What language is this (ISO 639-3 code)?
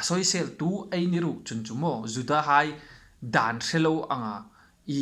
hmr